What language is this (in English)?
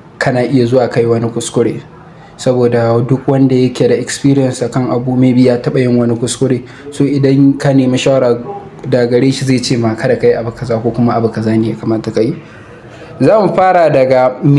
Hausa